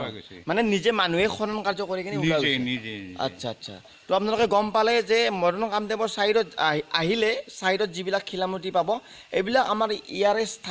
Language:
Assamese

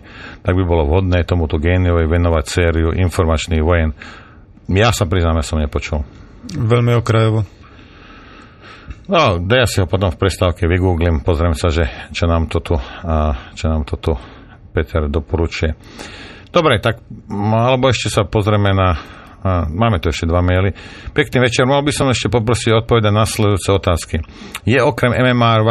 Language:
Slovak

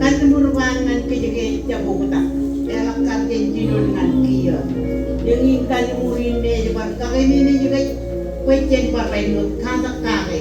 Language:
Marshallese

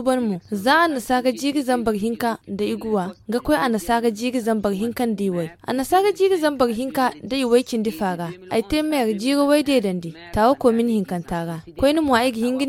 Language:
Zarma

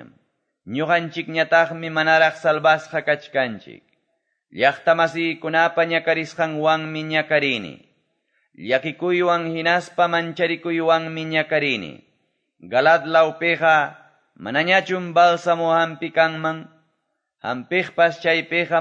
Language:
Quechua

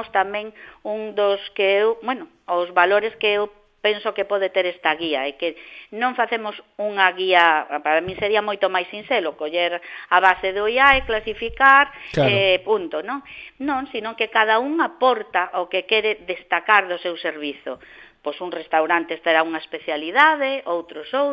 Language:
Galician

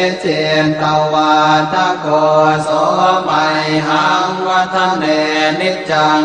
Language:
Pali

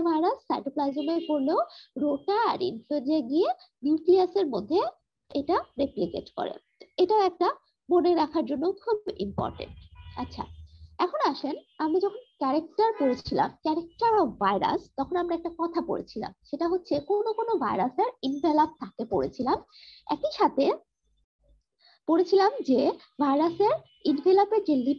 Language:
Bangla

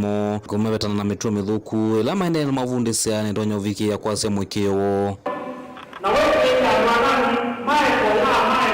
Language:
Kamba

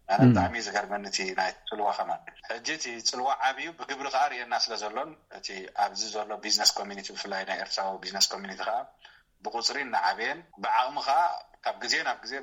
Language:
Tigrinya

